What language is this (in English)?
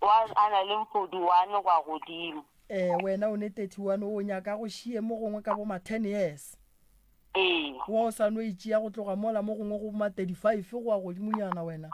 Northern Sotho